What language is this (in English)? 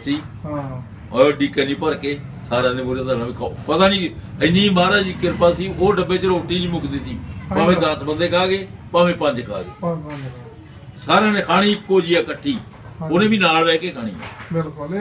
Punjabi